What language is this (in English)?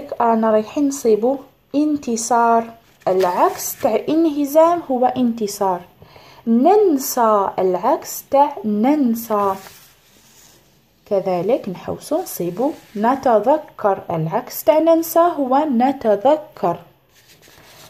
Algerian Arabic